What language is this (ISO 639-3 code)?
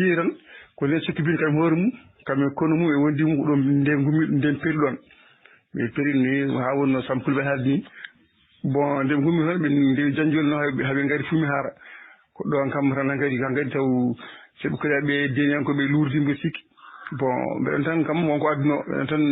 ful